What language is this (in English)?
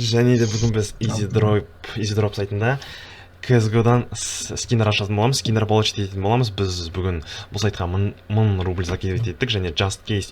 Kazakh